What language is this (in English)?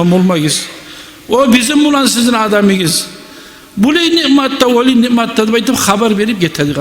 Kumyk